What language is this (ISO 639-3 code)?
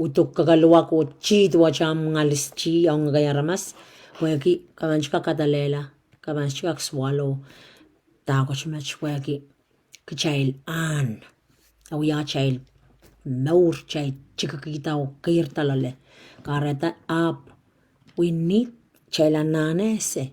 pon